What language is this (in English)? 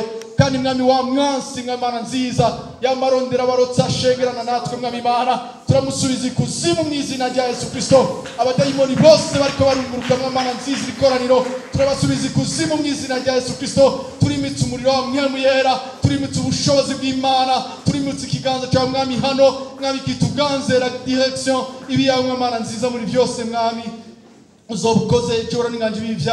Rundi